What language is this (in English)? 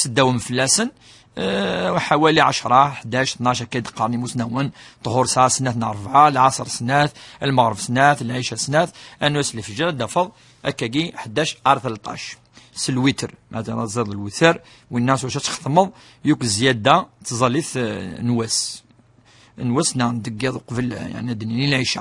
Kabyle